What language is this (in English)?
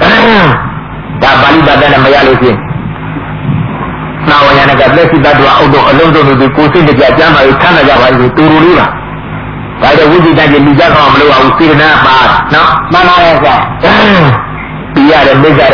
Burmese